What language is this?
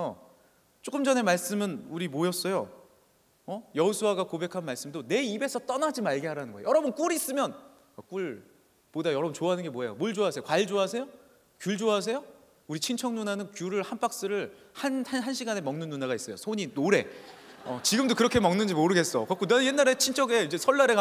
Korean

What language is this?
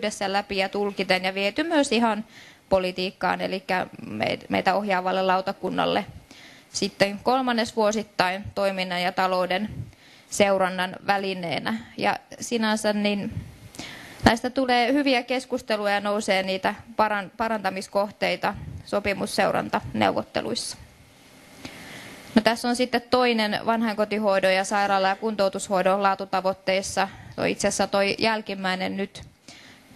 Finnish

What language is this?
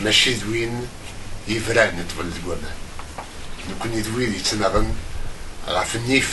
Kabyle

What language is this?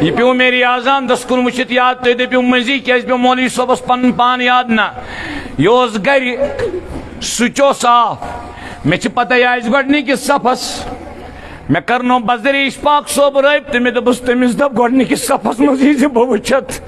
Kashmiri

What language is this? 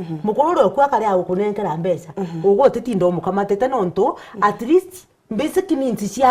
Meru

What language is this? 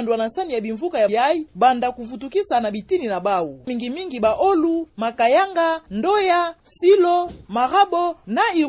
Kituba (Democratic Republic of Congo)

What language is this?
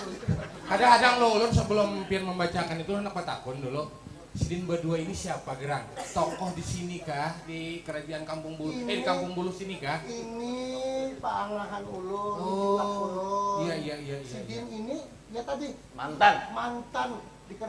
Banjar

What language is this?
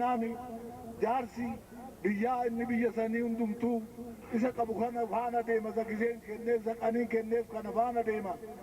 Oromo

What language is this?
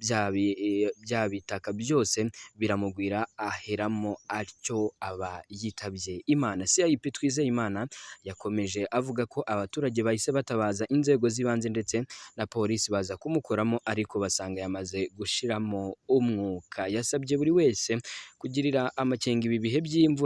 Kinyarwanda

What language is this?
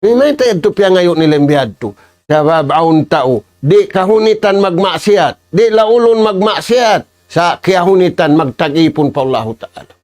Tausug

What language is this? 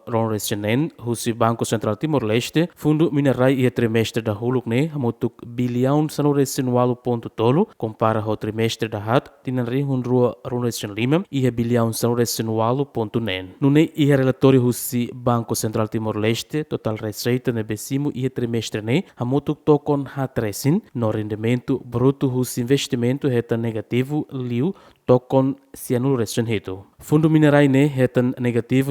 Tetum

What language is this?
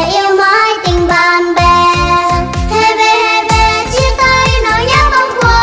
Vietnamese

